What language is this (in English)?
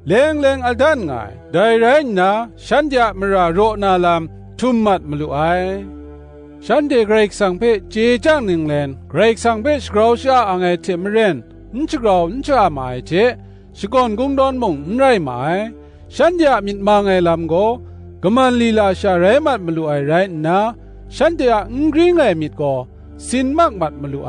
Kachin